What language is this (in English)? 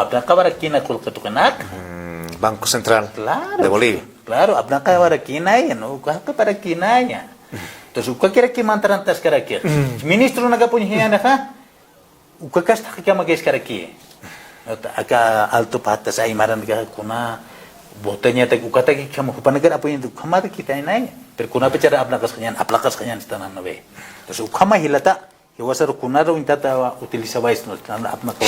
Aymara